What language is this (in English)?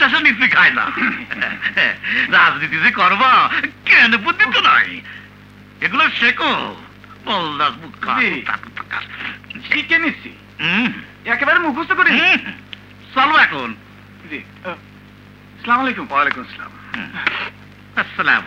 Bangla